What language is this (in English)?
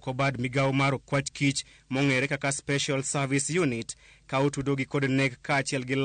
Luo (Kenya and Tanzania)